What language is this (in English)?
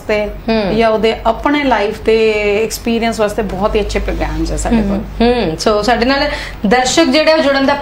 Punjabi